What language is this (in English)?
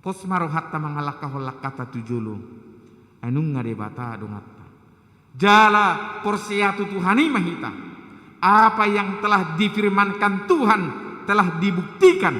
Batak Toba